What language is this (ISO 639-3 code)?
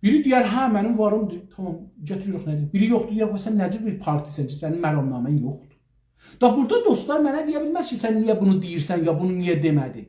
azb